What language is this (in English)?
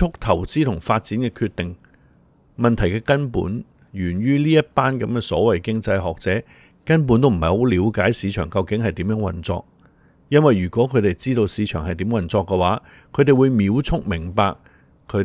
Cantonese